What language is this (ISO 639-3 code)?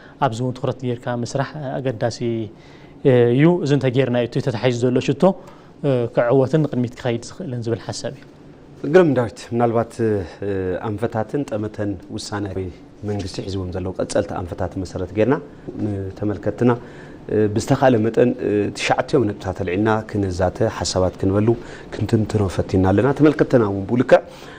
tir